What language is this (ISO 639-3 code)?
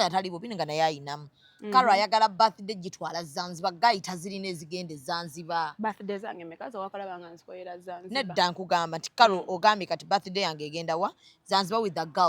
lug